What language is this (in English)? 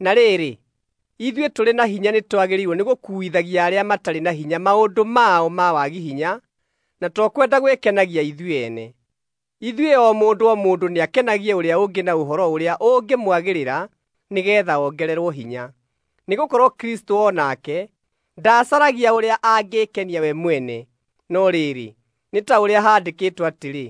Kikuyu